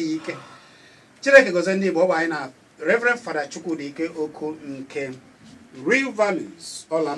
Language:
Igbo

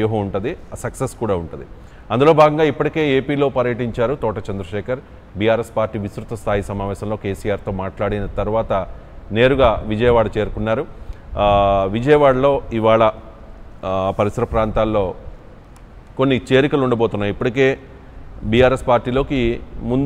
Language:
Telugu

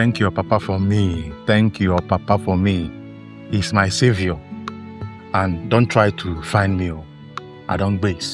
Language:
Nigerian Pidgin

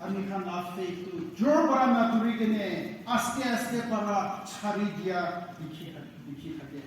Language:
Naga Pidgin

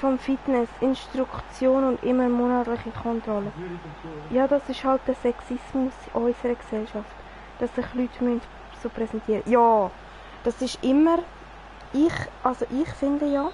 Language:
Swiss German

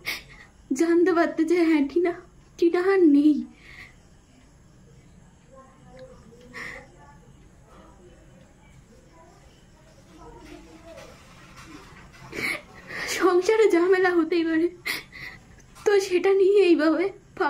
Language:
Bangla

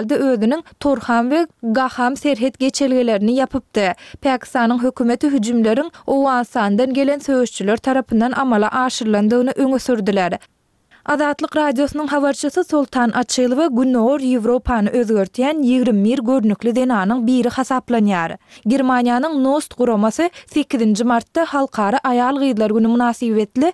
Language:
Turkmen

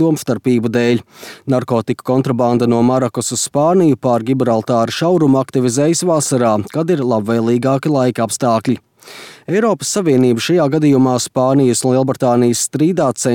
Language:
Latvian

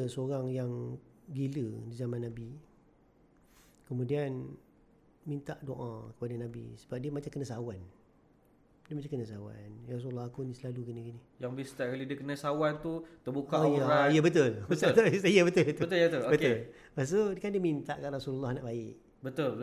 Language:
Malay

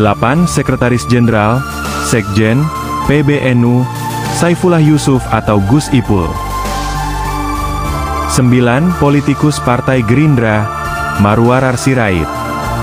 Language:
Indonesian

